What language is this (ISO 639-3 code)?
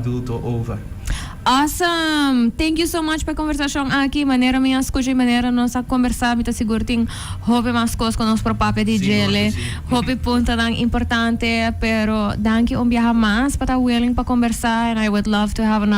pap